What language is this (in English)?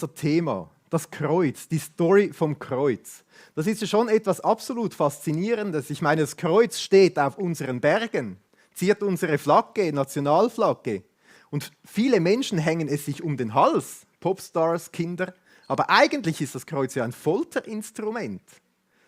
Swiss German